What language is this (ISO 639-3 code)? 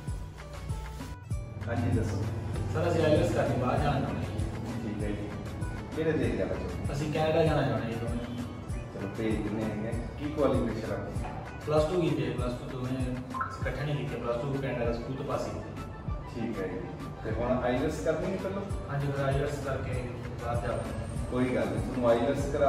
pan